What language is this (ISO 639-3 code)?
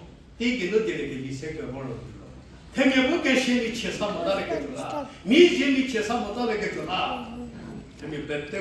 njm